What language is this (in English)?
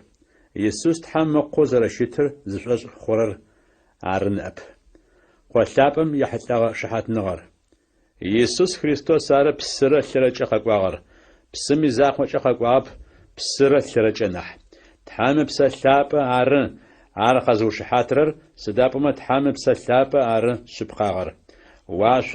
Adyghe